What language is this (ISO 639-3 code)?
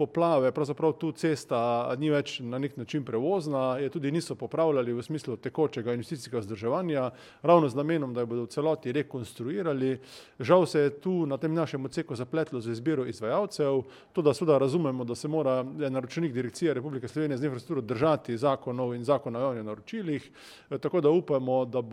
slv